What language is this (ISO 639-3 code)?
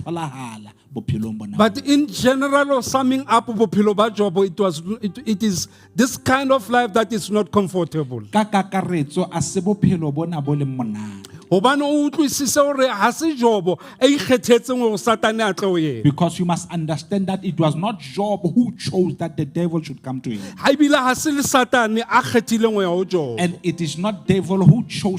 sot